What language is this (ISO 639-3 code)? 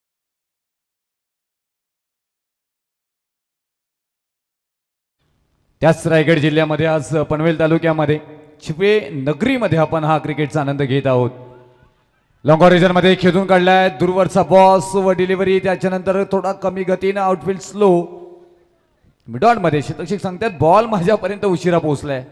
mar